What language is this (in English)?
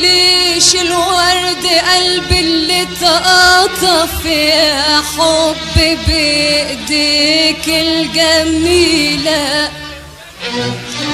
Egyptian Arabic